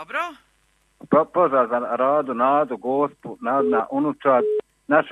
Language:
Croatian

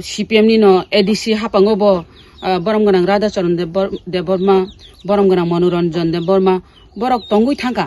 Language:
Kok Borok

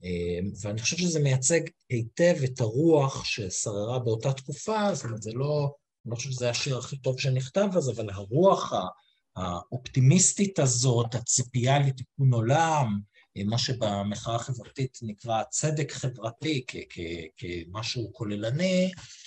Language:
Hebrew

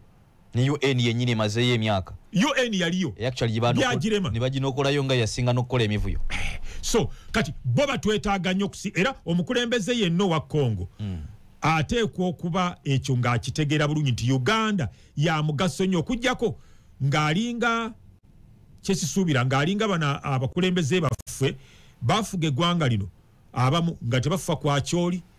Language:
Ganda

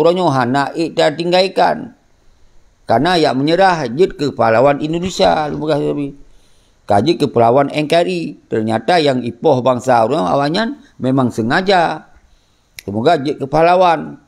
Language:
Achinese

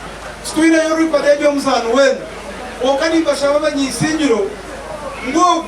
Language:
Nyankole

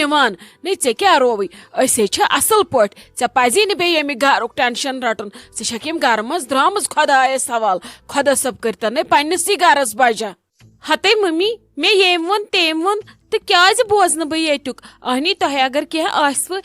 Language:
Kashmiri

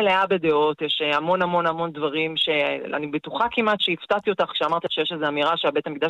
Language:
Hebrew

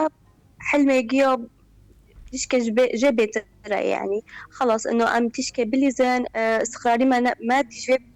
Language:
Kurdish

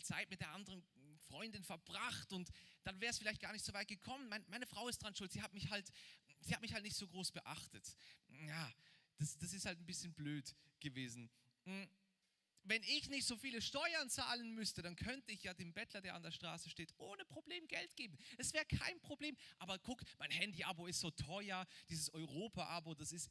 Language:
Swiss German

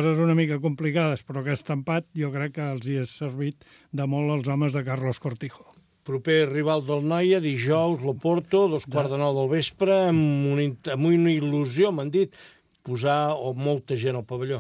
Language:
Catalan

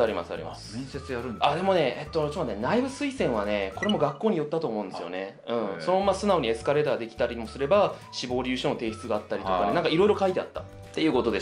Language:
Japanese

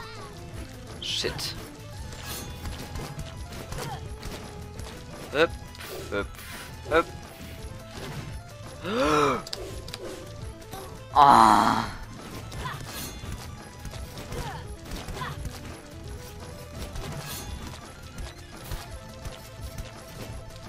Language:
German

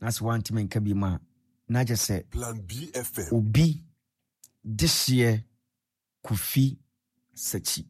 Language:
Akan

